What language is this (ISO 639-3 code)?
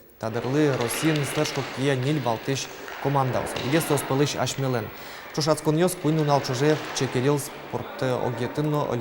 udm